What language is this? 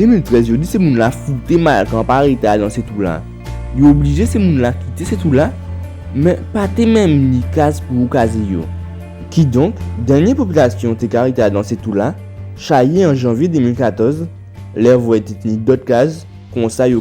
Guadeloupean Creole French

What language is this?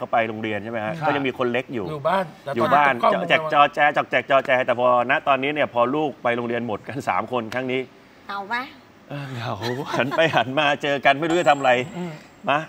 Thai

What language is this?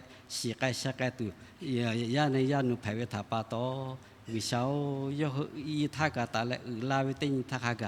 Lahu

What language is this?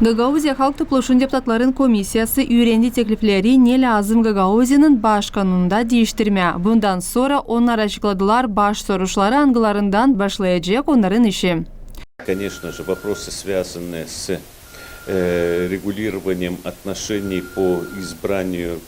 Gagauz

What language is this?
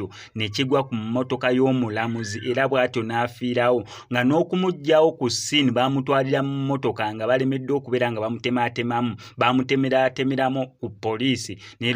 Ganda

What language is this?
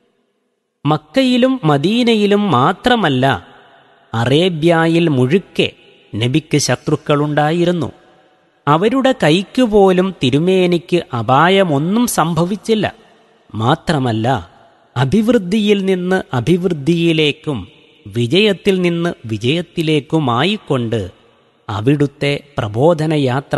Malayalam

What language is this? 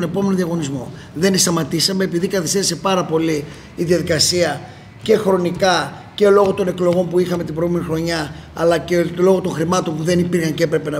Greek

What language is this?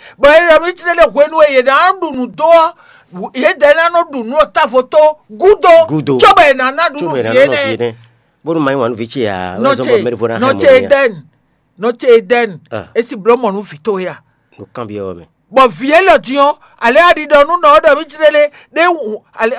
Fon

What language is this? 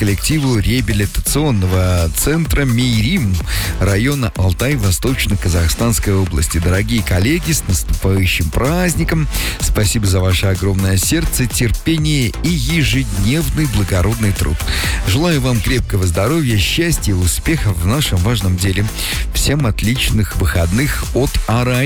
Russian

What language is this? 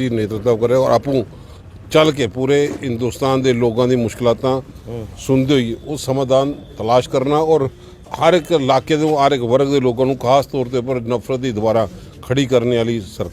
Dogri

